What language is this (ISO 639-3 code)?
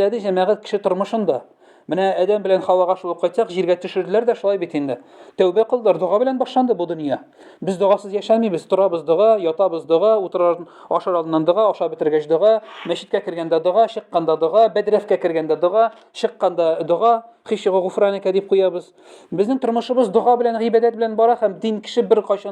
tat